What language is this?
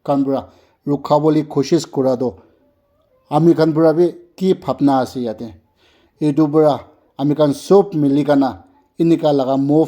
Naga Pidgin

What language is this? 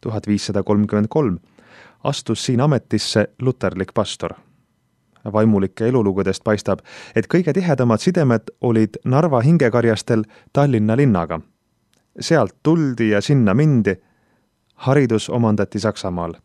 Estonian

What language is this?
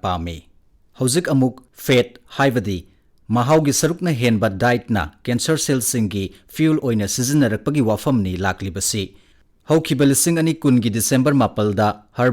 Manipuri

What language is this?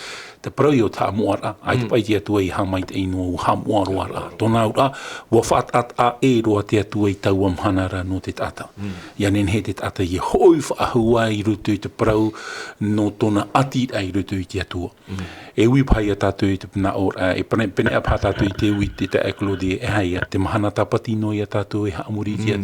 Tahitian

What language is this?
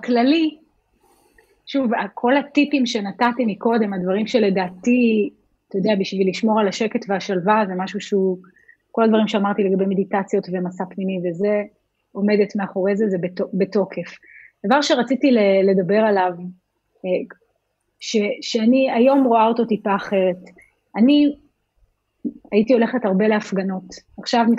Hebrew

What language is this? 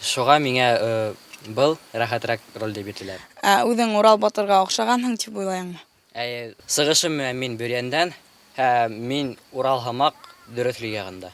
Bashkir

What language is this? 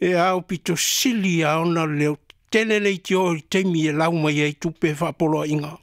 Samoan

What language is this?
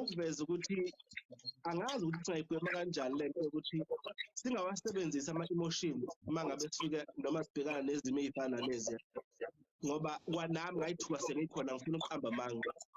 Zulu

